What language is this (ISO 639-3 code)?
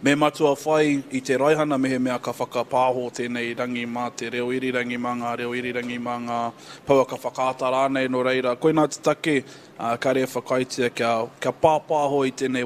mri